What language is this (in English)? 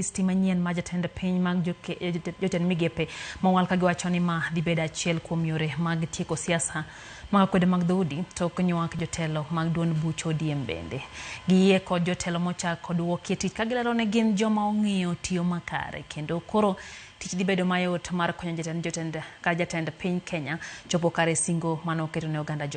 Luo (Kenya and Tanzania)